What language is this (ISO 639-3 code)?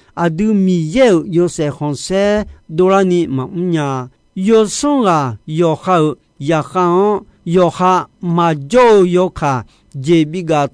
ahk